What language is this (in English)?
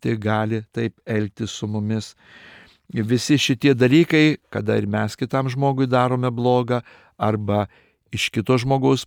Lithuanian